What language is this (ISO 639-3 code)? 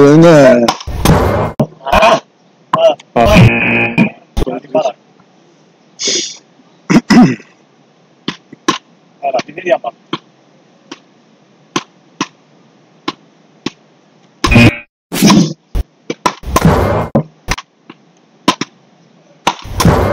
ell